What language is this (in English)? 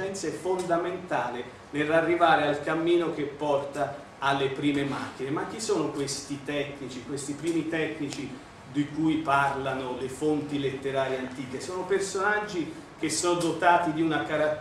Italian